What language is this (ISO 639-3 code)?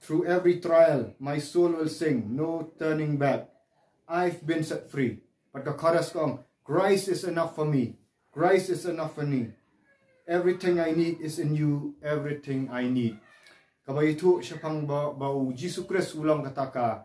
kha